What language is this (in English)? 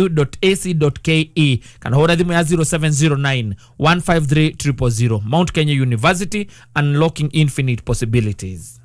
Kikuyu